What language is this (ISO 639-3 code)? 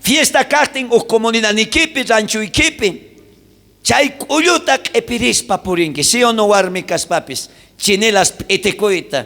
quh